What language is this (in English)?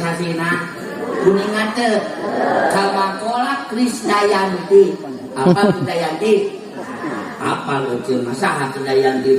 Sundanese